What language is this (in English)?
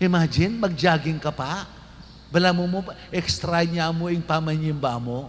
Pampanga